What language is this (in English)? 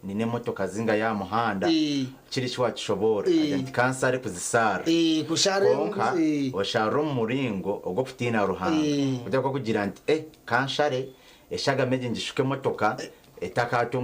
Nyankole